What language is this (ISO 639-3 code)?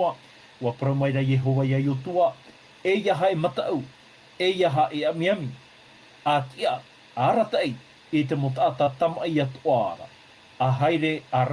tah